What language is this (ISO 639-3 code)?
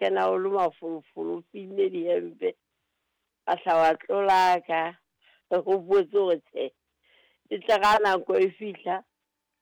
sot